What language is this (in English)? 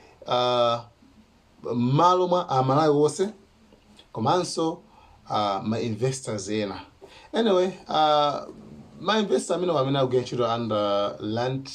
Nyanja